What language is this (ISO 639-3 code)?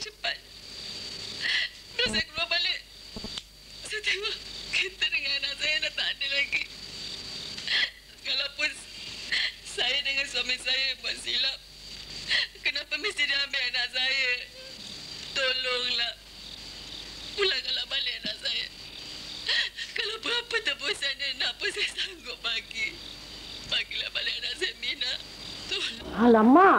msa